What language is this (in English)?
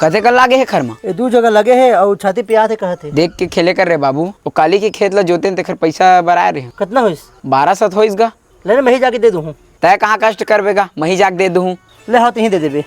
Chhattisgarhi